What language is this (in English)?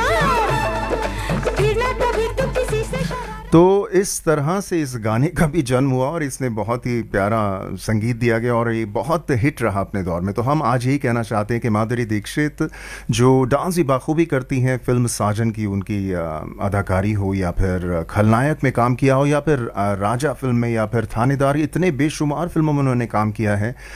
Hindi